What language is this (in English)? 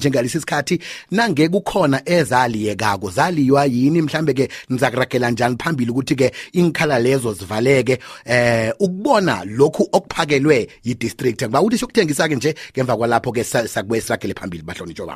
South Ndebele